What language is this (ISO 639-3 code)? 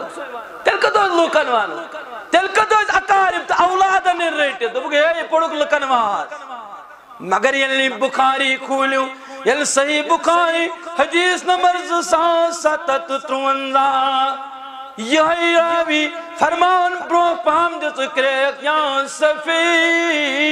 kas